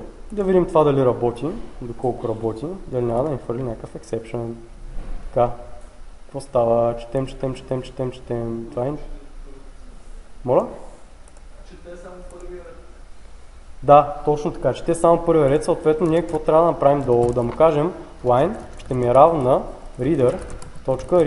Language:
Bulgarian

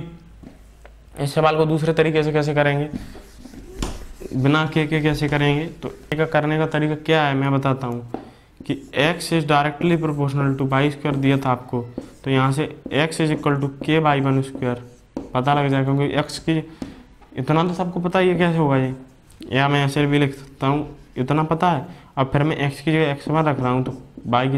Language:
Hindi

